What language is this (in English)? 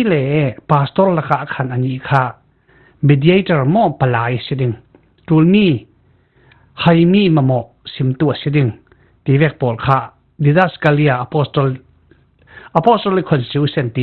Falam Chin